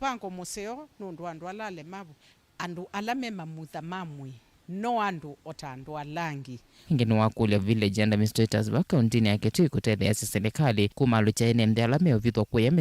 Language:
Kamba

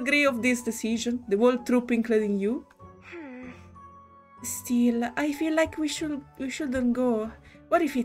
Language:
English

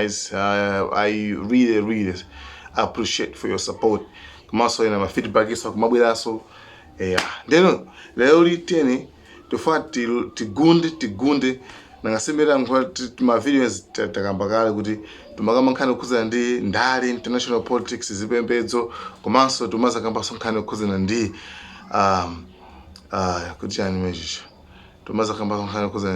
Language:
Nyanja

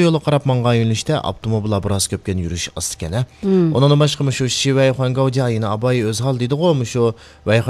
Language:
Uyghur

